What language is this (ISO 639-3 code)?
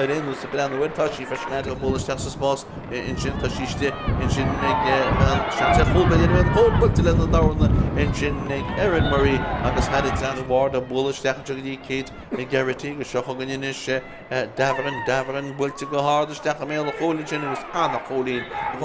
gle